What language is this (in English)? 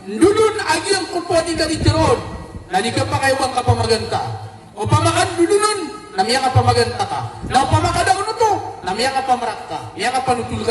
Maranao